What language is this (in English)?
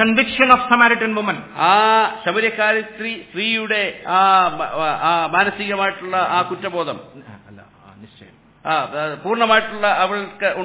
Malayalam